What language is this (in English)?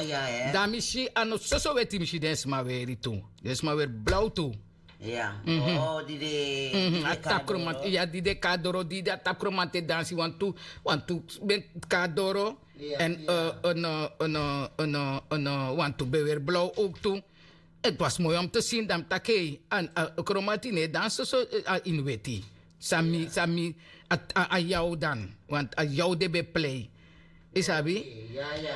Dutch